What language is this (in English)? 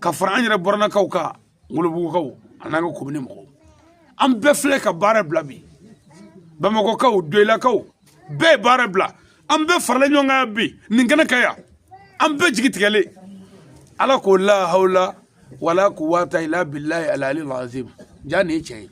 Bambara